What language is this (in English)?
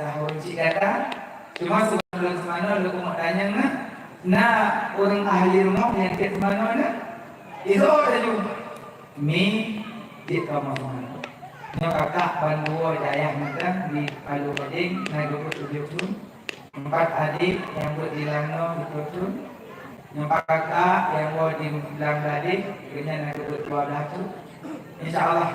Achinese